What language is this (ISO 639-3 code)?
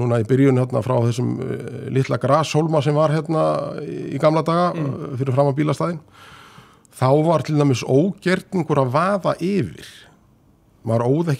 isl